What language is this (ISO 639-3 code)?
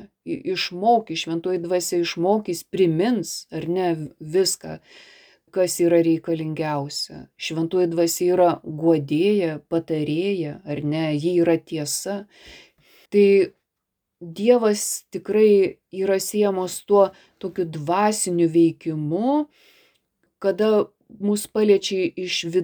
lit